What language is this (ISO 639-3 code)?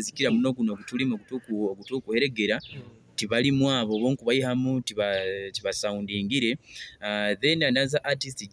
nyo